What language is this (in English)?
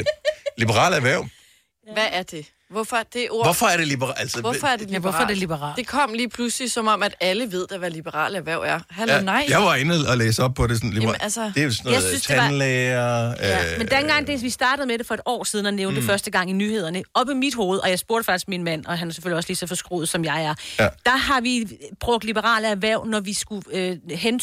Danish